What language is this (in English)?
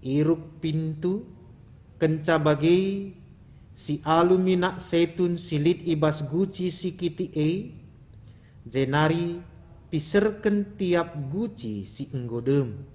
Batak Karo